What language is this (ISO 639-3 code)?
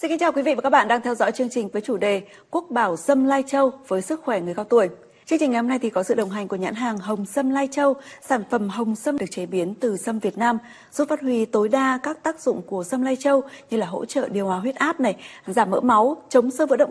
vie